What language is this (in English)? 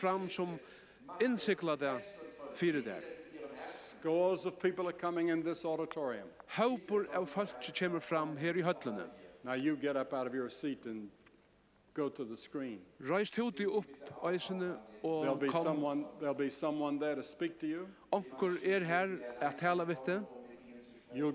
Faroese